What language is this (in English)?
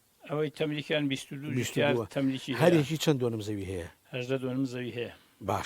Central Kurdish